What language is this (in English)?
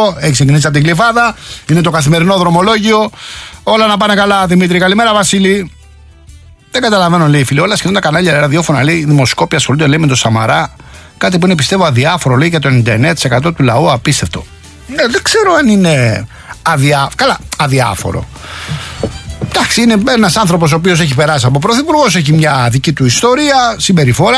Greek